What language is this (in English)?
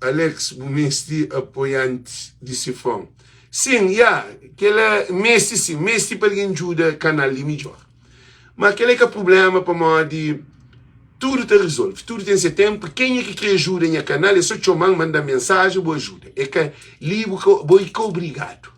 Kabuverdianu